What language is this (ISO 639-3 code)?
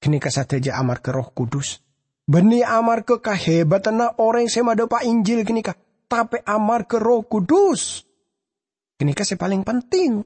mad